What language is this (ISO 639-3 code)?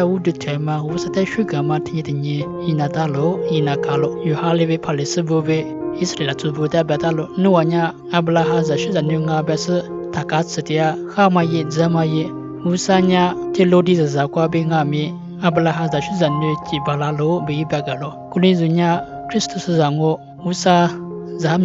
lis